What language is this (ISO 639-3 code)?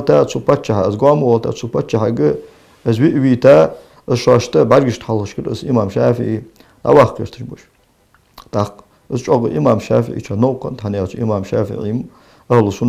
inh